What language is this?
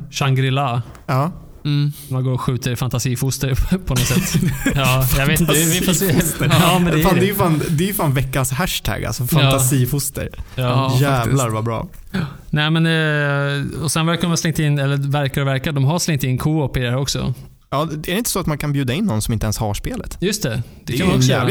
Swedish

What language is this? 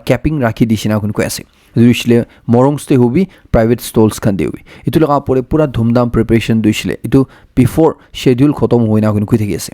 Naga Pidgin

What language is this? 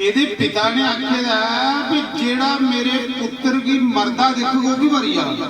Dogri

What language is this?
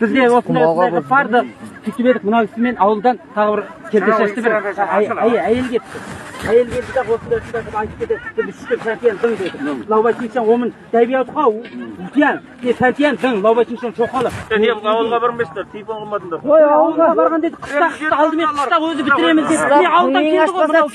Kazakh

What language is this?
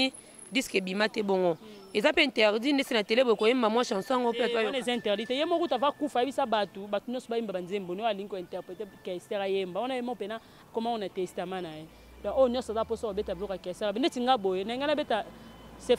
Lingala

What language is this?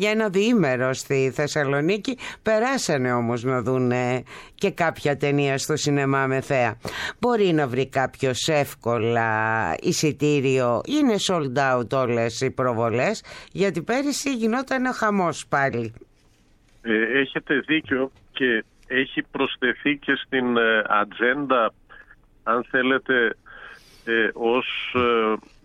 Greek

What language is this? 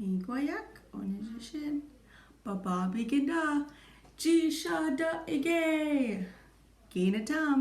Chippewa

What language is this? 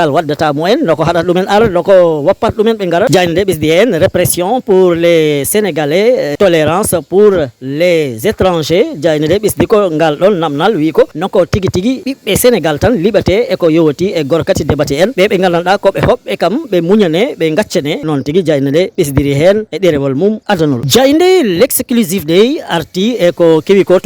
Fula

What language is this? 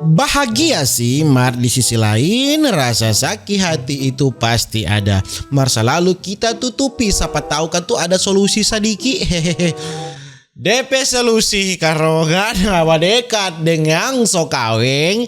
Manado Malay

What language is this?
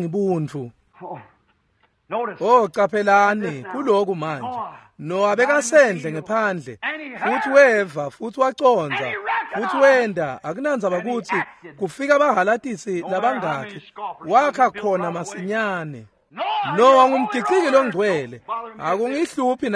Swati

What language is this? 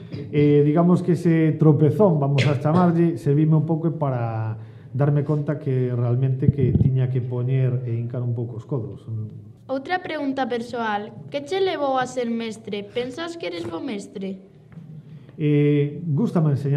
Galician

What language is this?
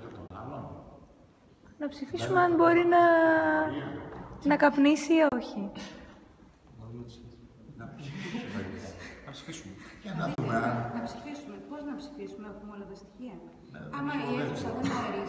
Greek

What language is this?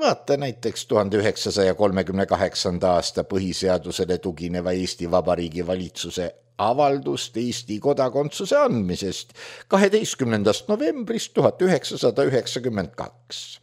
Estonian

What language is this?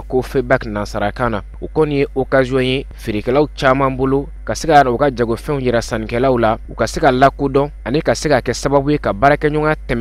Bambara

